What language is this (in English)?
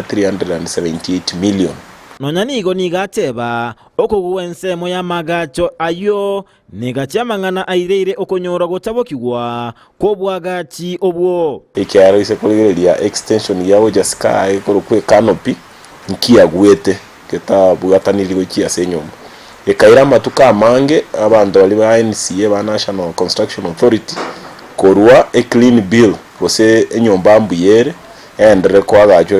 Gusii